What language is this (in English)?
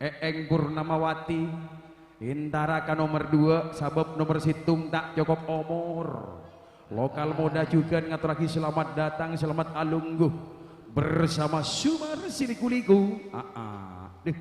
Madurese